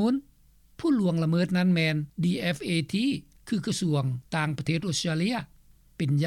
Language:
Lao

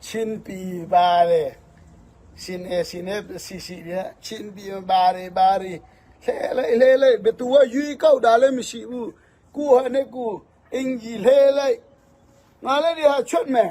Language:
Falam Chin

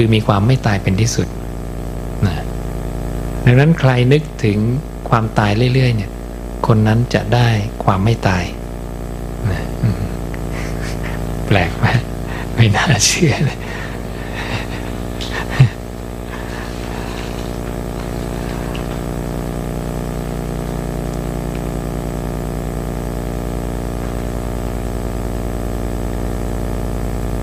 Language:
Thai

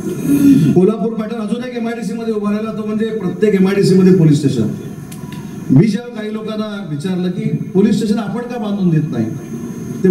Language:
Marathi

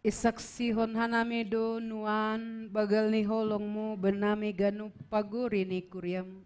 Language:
Batak Simalungun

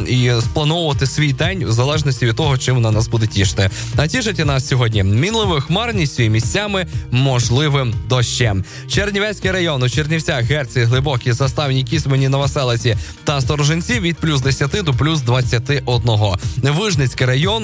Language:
Ukrainian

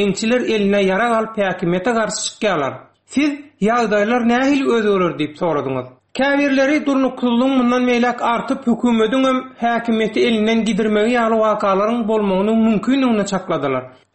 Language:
Turkmen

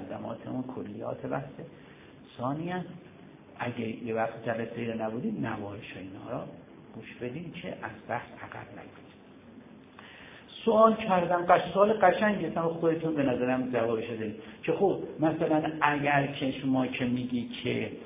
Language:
Persian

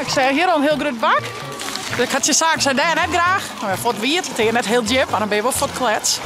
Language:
Western Frisian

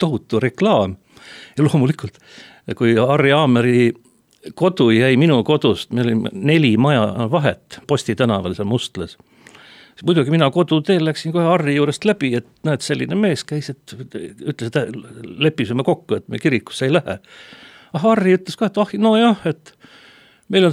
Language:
Estonian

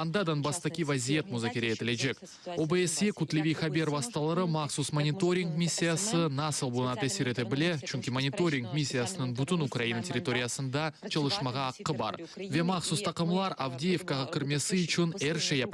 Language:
Crimean Tatar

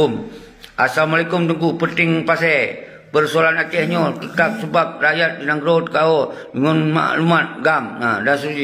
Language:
Achinese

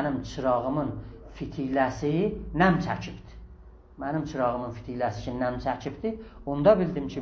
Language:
South Azerbaijani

